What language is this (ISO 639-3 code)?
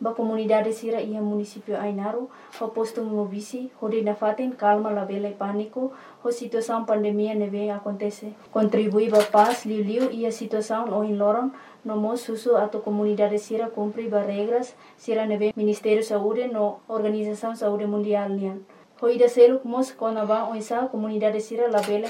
tet